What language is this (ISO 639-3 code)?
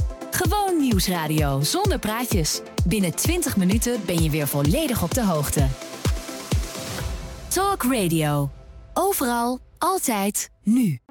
nld